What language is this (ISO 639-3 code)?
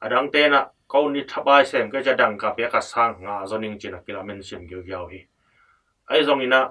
ctd